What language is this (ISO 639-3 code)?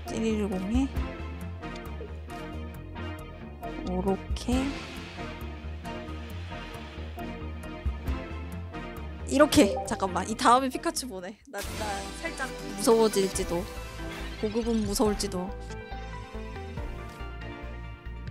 kor